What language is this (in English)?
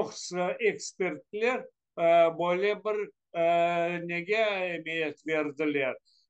Crimean Tatar